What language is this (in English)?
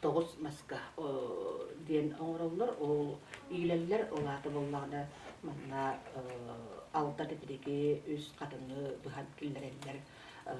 Yakut